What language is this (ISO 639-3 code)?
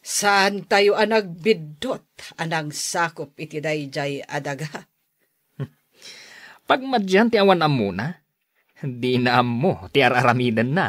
ilo